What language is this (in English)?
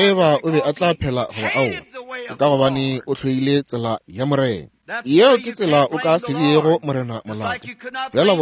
Northern Sotho